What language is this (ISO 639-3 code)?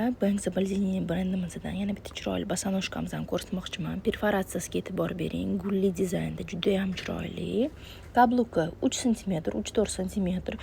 uzb